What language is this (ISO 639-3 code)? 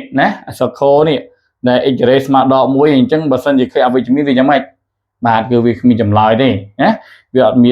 khm